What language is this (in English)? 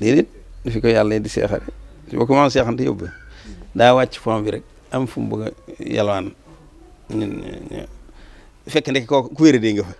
Wolof